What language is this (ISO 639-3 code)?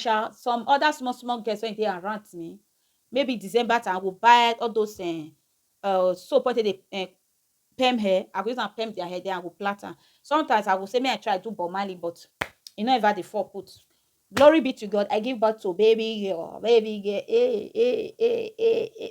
pcm